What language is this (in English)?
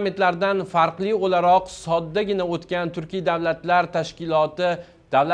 Uzbek